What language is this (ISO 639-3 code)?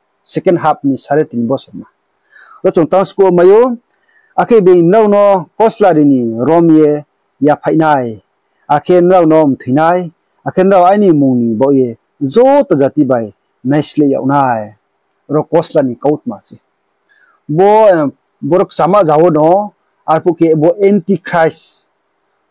ria